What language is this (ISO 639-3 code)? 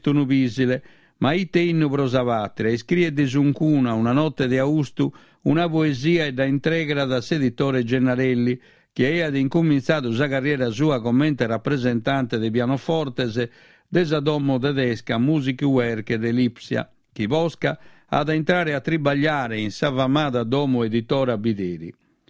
srd